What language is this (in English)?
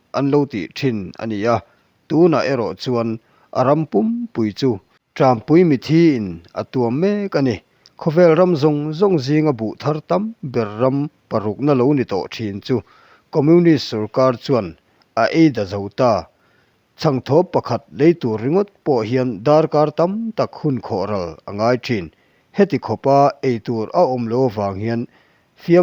Mizo